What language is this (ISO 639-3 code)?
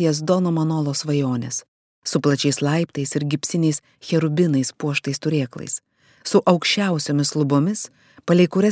lit